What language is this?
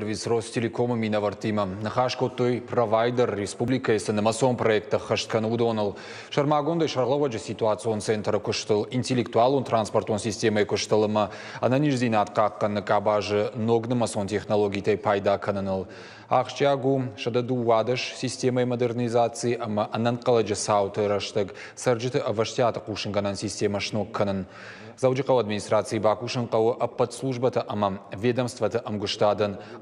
Ossetic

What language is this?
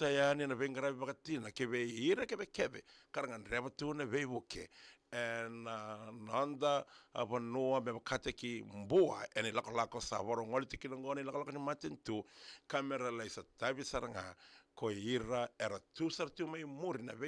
Fijian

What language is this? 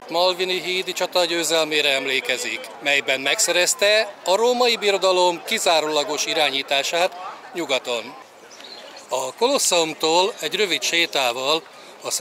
Hungarian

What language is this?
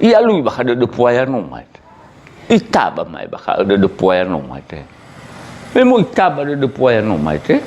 Nias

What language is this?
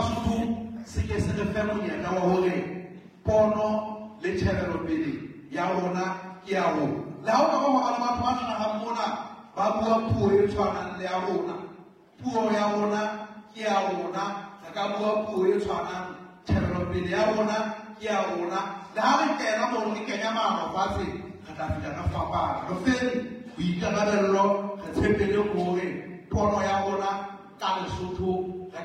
Southern Sotho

